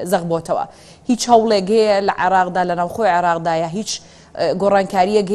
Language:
Central Kurdish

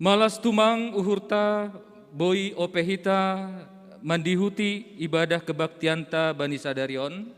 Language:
Batak Simalungun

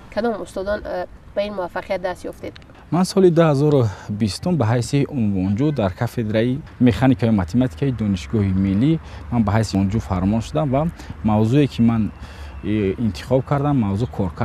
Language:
Tajik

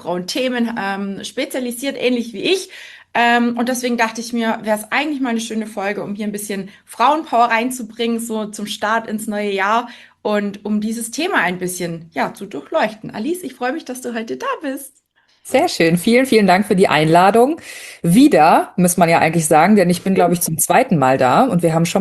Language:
German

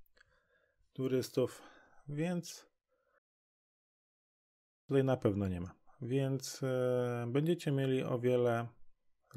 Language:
Polish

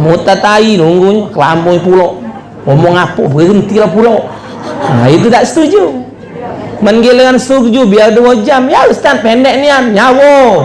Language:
Musi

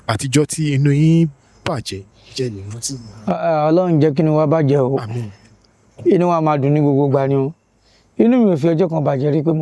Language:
Yoruba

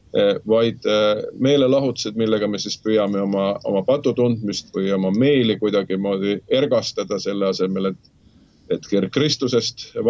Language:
Estonian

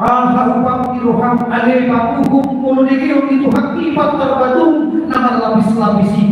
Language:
Batak Toba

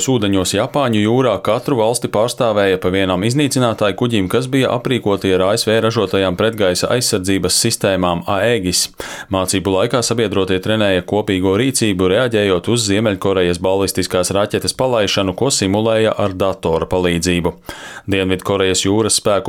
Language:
Latvian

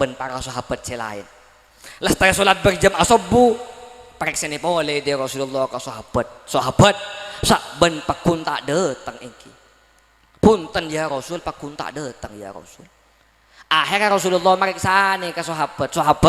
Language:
Madurese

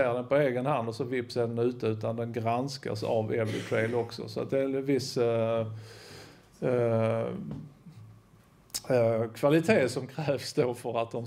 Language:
Swedish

